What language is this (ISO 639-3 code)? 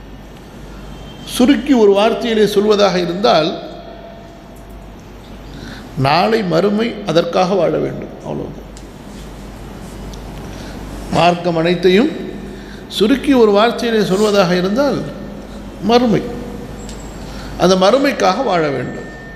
tam